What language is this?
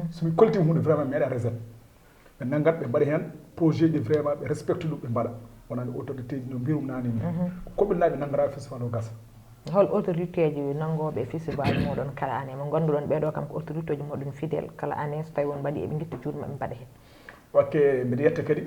Fula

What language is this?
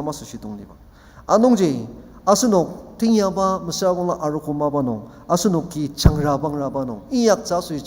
Ao Naga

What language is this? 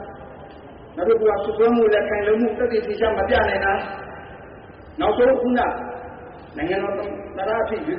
Burmese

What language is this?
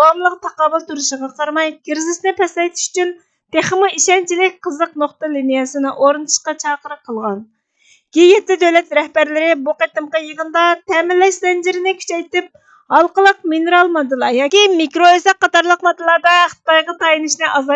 Uyghur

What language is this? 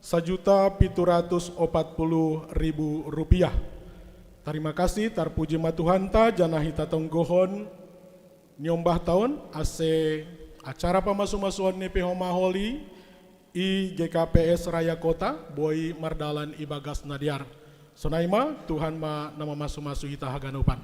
Batak Simalungun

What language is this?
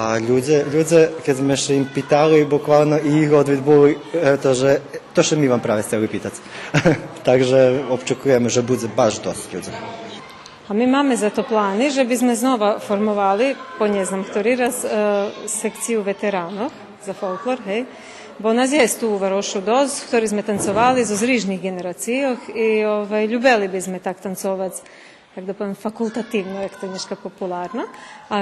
Rusyn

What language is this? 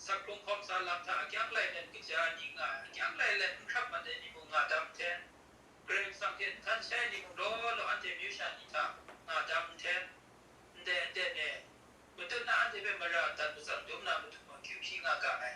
Kachin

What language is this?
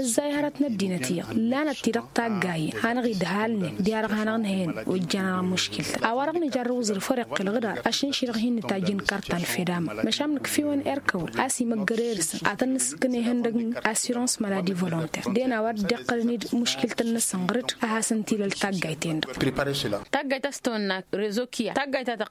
Tamasheq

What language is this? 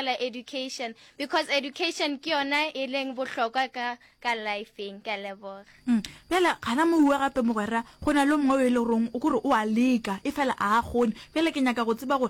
Northern Sotho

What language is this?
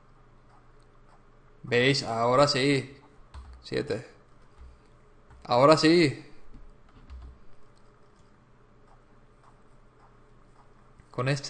Spanish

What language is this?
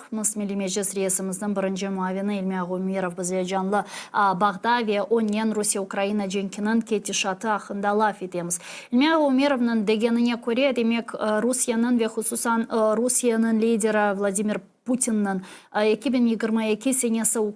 Crimean Tatar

